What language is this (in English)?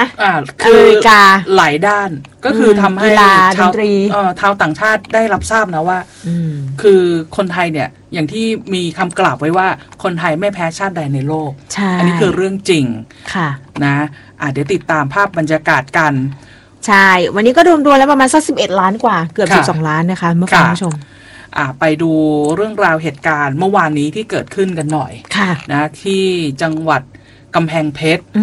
Thai